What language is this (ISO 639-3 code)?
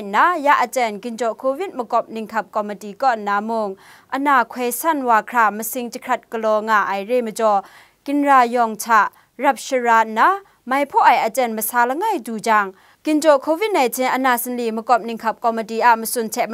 kac